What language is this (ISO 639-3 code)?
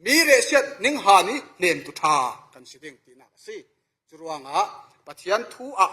cfm